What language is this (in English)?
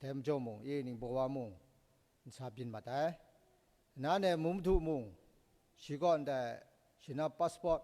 Kachin